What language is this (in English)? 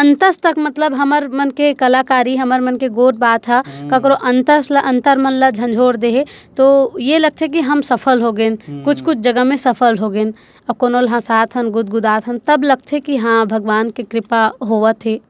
Chhattisgarhi